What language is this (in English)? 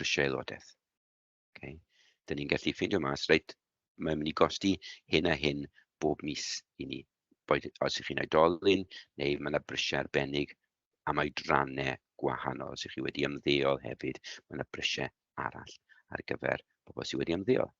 Welsh